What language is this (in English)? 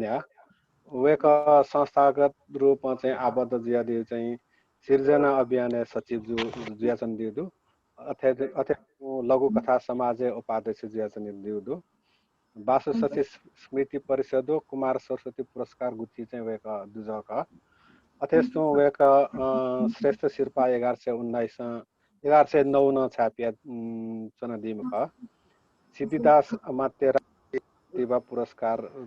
Newari